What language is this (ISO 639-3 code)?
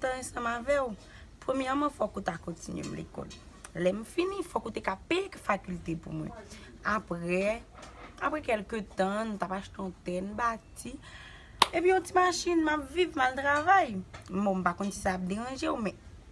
hat